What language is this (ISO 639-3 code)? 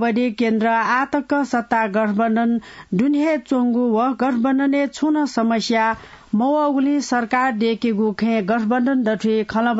new